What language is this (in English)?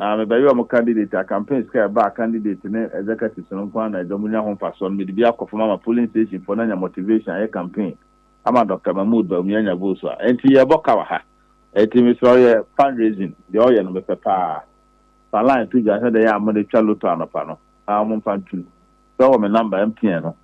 Akan